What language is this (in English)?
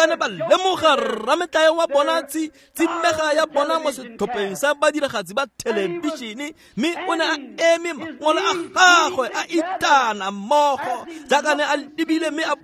Tswana